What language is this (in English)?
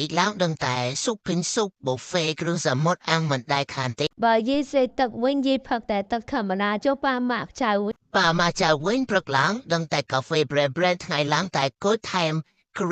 Khmer